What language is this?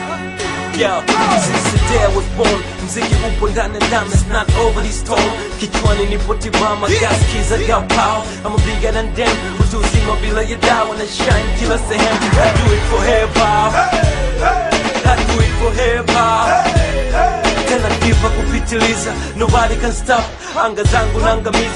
Swahili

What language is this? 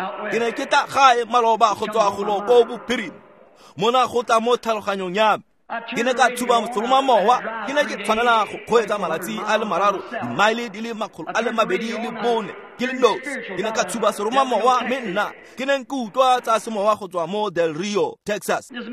Tswana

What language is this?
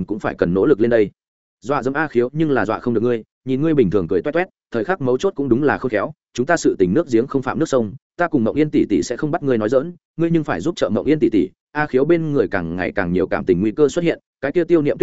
Vietnamese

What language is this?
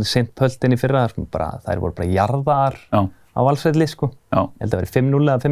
Icelandic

